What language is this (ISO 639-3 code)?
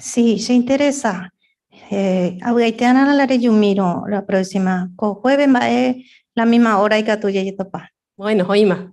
grn